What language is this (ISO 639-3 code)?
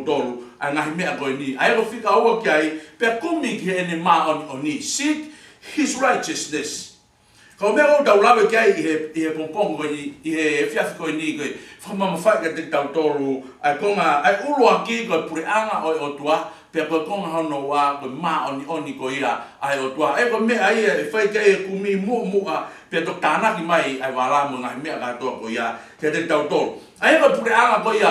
ton